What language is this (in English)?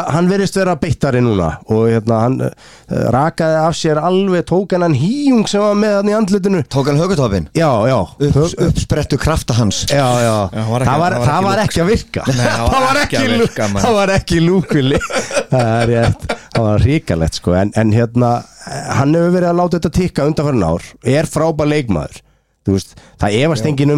Icelandic